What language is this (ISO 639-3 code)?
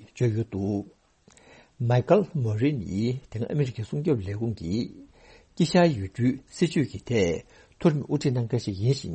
bod